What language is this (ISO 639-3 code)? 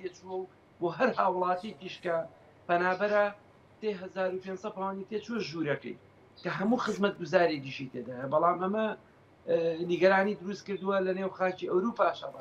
ckb